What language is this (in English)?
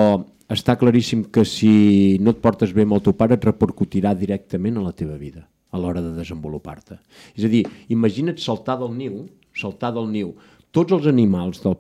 Catalan